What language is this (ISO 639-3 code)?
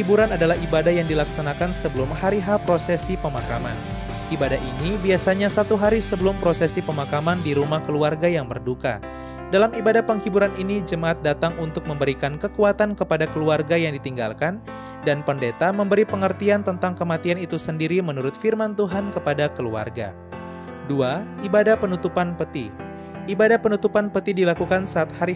ind